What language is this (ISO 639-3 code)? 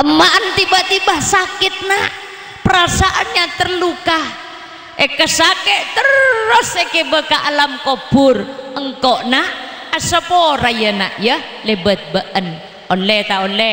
mad